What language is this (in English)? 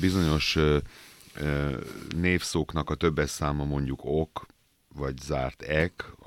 Hungarian